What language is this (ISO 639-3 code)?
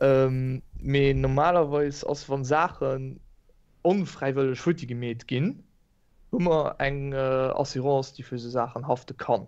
ltz